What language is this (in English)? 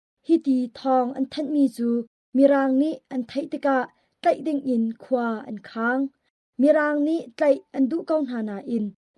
Hakha Chin